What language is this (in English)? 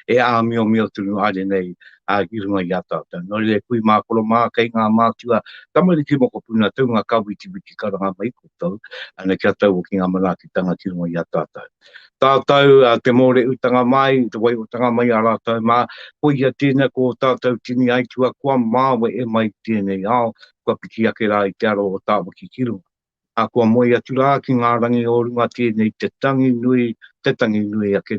Māori